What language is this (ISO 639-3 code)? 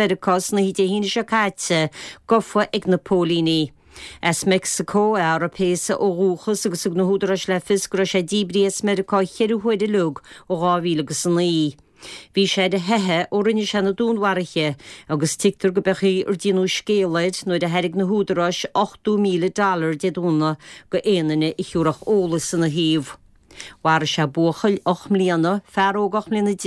gle